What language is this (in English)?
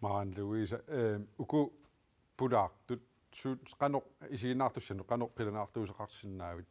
Kalaallisut